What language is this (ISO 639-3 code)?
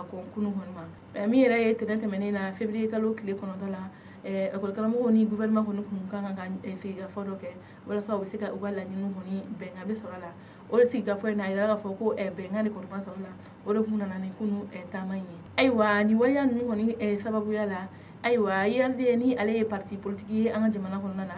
bam